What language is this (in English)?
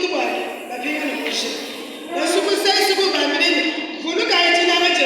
Luba-Lulua